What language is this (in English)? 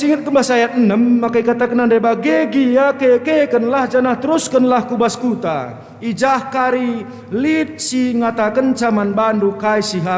Batak Karo